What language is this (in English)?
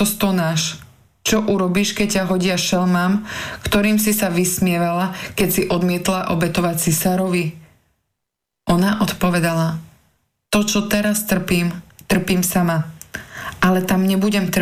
Slovak